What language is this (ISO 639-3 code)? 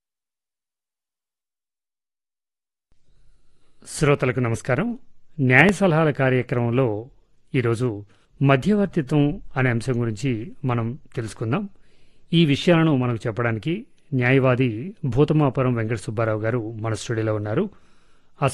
tel